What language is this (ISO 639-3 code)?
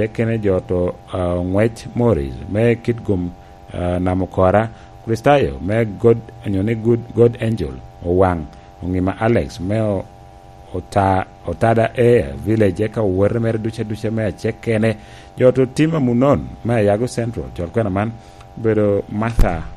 laj